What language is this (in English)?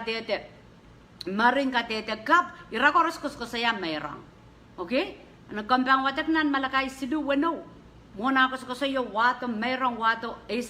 Pohnpeian